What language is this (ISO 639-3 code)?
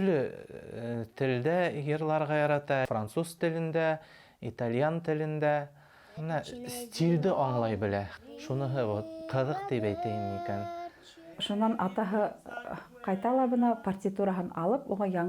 bak